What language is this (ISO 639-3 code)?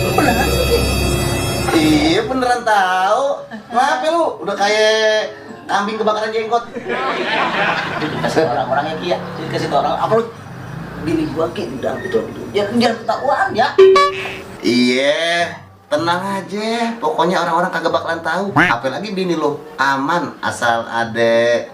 bew